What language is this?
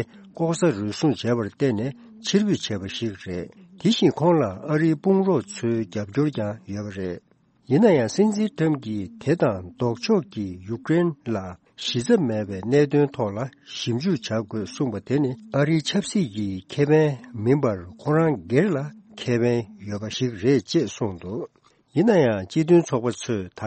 Tibetan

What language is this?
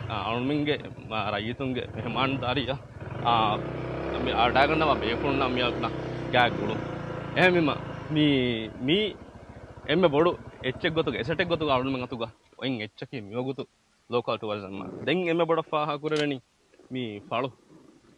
Divehi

